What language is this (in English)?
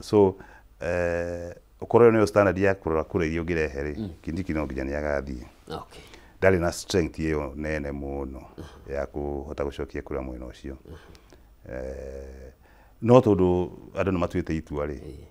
Kikuyu